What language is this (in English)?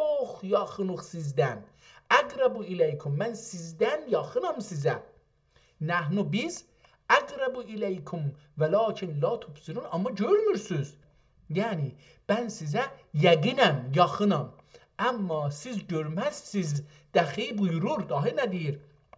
South Azerbaijani